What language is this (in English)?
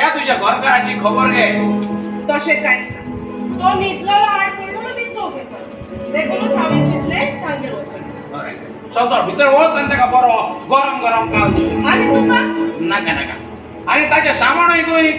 Konkani